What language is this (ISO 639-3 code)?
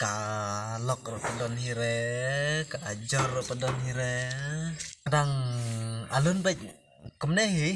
kha